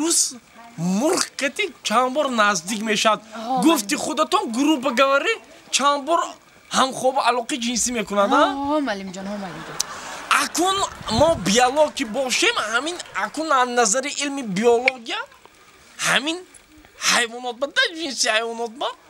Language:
Tajik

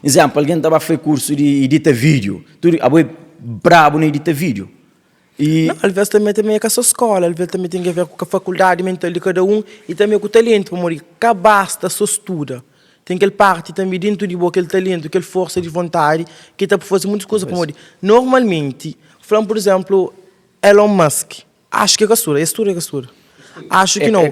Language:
Kabuverdianu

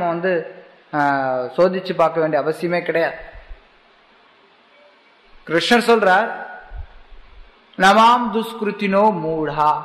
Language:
Tamil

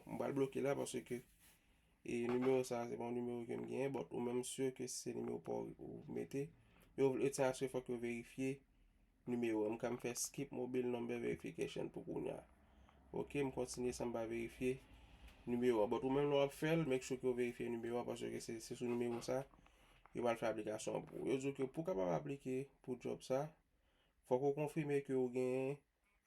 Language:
Haitian Creole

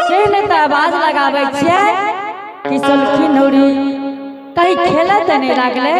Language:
Angika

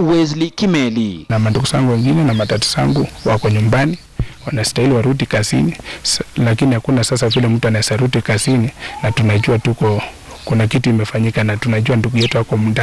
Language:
Swahili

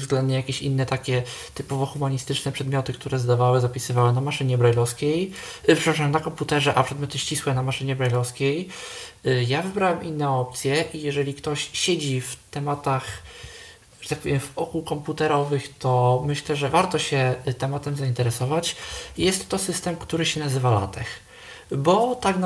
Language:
Polish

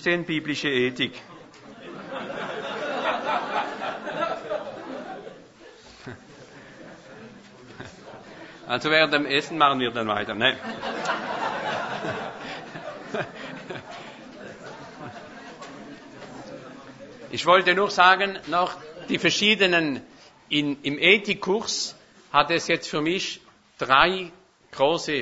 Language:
German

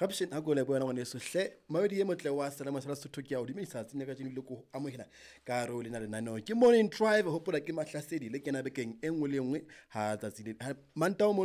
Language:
Southern Sotho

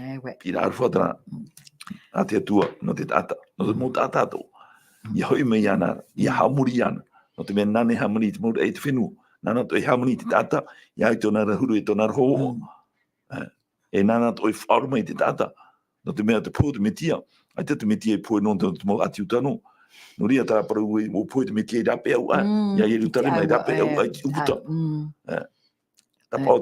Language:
Tahitian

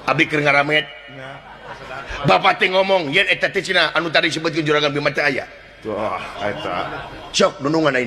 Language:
Sundanese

